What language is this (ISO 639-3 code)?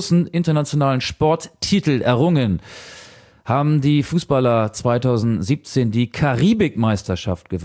deu